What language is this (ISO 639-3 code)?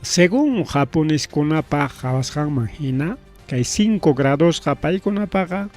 quy